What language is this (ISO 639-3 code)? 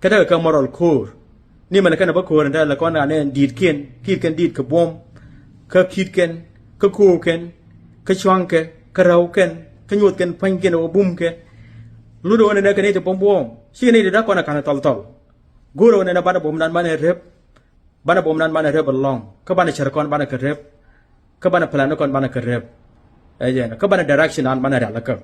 nus